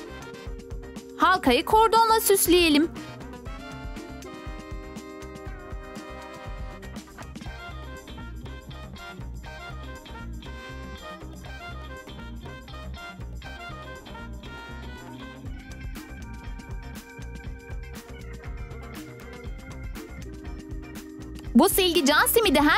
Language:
Turkish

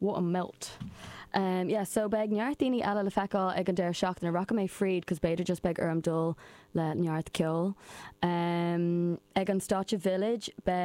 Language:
Irish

